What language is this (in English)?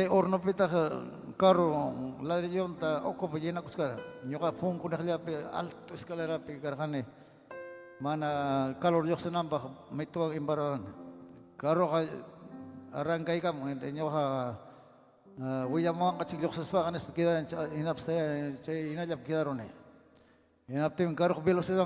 Ayacucho Quechua